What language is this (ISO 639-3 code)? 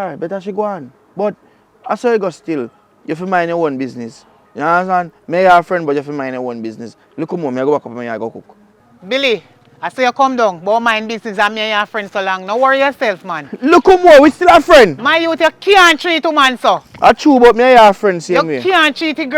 jam